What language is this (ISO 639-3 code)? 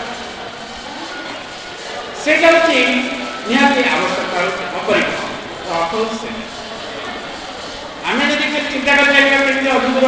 ori